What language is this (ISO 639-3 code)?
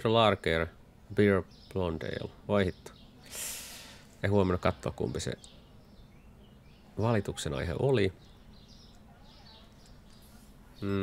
fin